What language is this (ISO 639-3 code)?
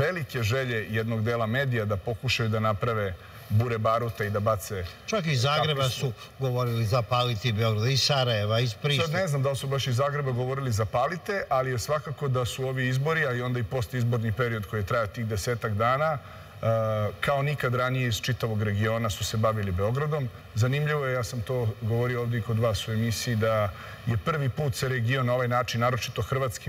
srp